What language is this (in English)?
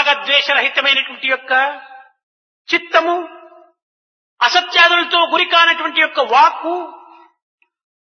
Telugu